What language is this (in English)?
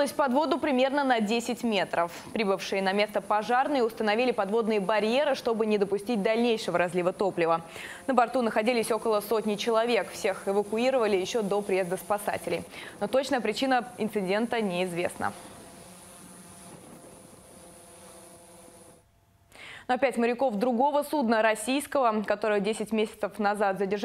Russian